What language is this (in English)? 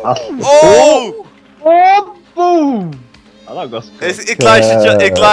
Faroese